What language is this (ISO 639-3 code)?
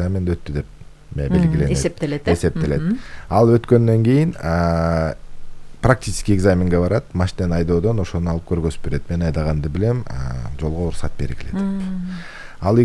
kir